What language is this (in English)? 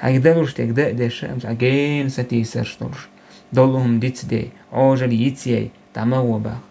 Chechen